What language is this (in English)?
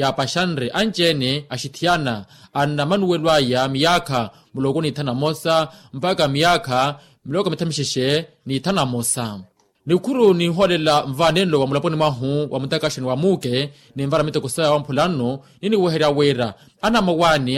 Makhuwa